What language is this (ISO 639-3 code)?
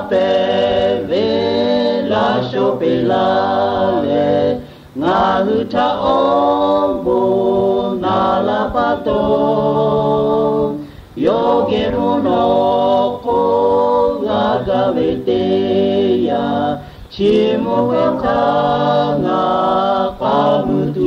lhu